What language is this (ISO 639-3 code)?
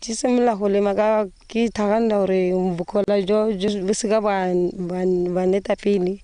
tsn